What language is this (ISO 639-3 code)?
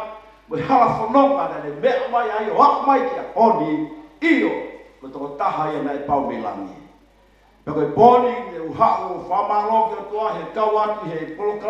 ton